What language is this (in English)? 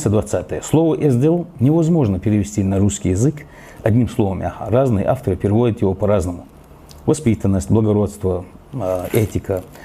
Ingush